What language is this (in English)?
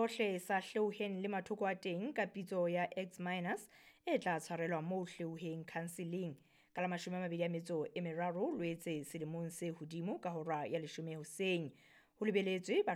Southern Sotho